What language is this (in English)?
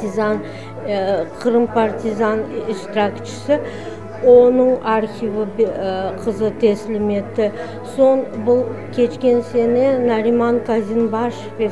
Crimean Tatar